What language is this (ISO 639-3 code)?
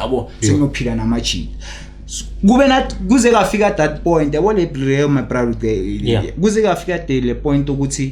zul